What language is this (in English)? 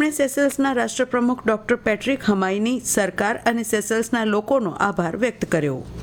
Gujarati